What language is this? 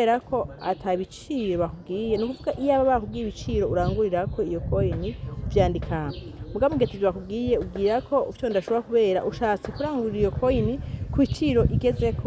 Rundi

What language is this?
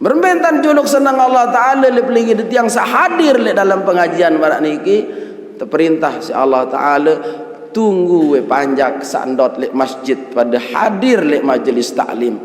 Sasak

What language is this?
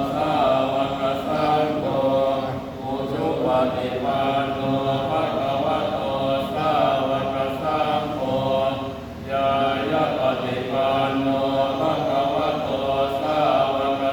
Pali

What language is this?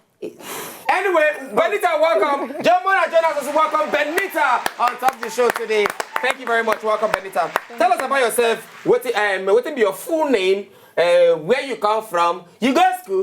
Nigerian Pidgin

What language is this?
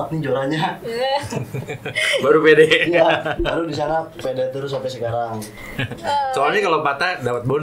Indonesian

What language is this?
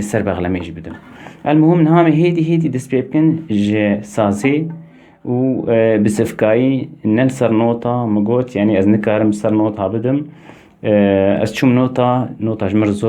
Kurdish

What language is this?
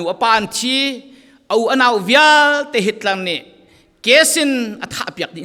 Falam Chin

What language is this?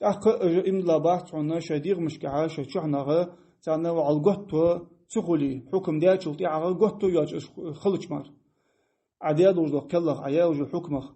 Ingush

